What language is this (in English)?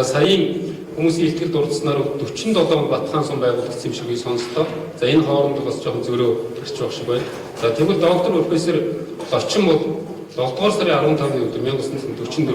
Mongolian